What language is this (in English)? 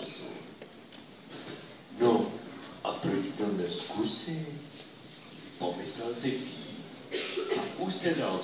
Czech